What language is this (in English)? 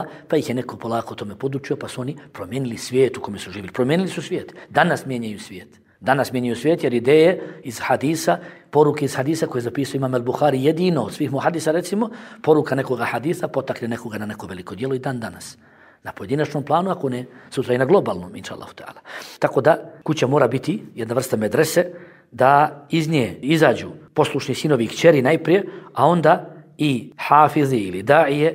Bosnian